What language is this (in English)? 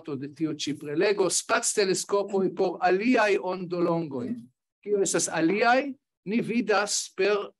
Esperanto